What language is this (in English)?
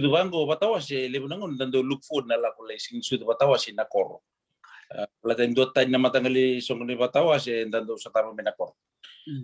Fijian